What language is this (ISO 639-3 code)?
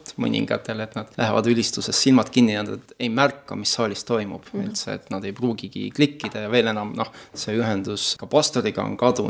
est